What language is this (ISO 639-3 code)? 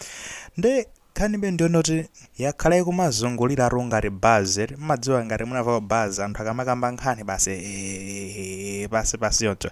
nya